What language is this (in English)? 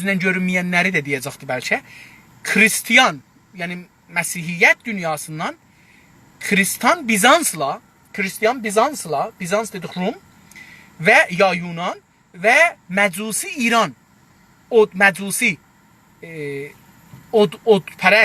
South Azerbaijani